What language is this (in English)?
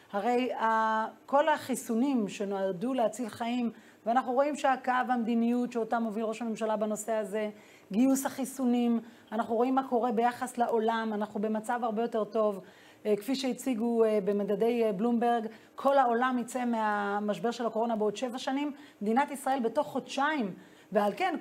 Hebrew